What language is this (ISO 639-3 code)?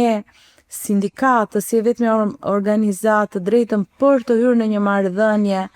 sqi